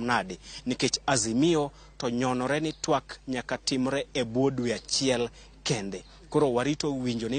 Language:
Luo (Kenya and Tanzania)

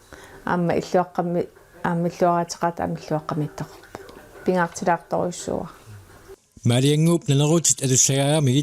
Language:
Kalaallisut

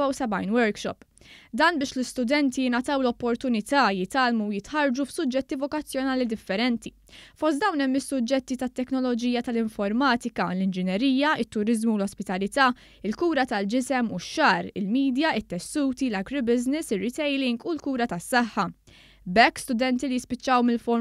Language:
Maltese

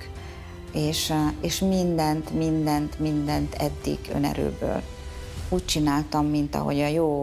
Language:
Hungarian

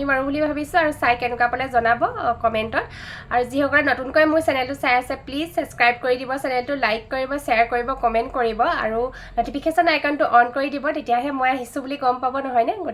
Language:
Assamese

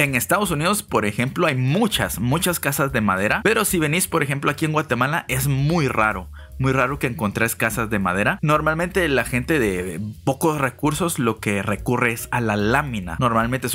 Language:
Spanish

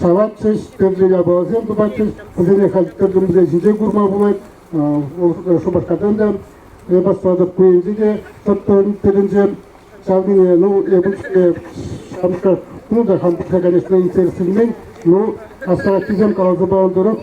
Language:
Chuvash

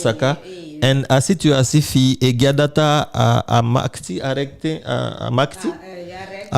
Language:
Eastern Maroon Creole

